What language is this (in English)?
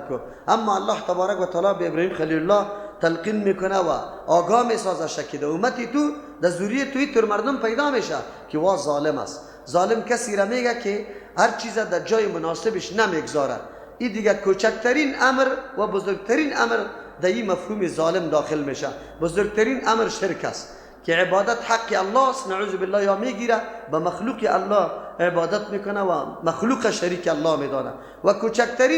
Persian